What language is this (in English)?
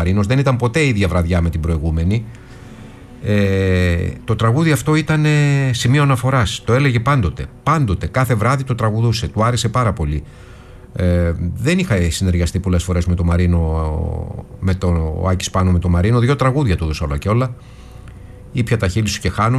Greek